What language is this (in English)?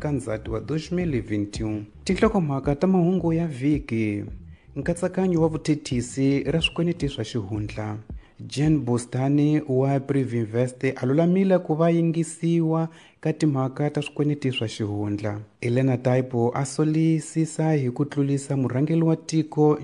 Tsonga